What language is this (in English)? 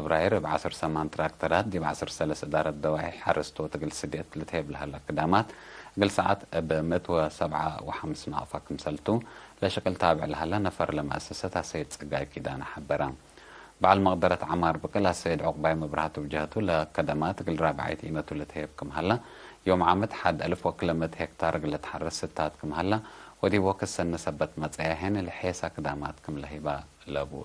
Tigre